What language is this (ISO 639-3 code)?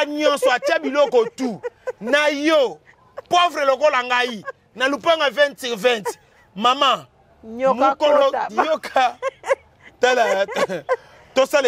lin